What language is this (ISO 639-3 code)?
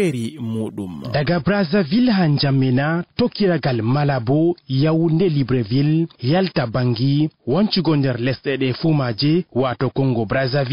ful